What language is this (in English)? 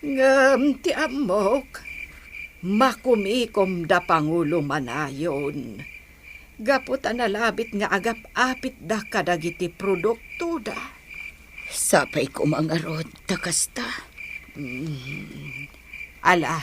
Iloko